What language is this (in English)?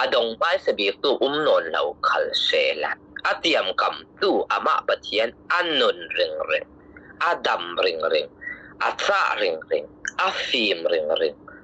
Falam Chin